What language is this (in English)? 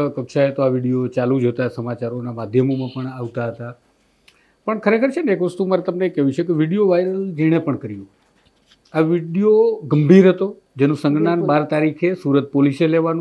Gujarati